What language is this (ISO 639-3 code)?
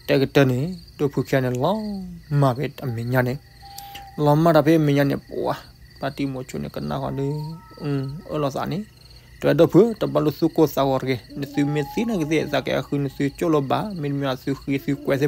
ksw